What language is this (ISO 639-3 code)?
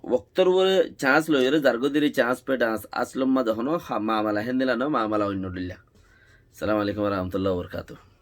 rhg